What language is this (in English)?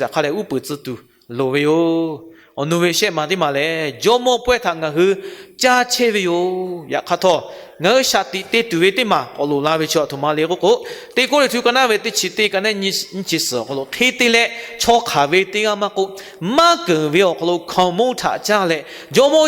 Lahu